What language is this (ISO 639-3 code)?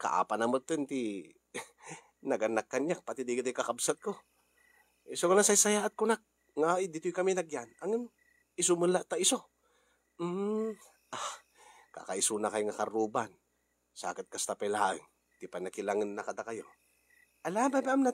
ilo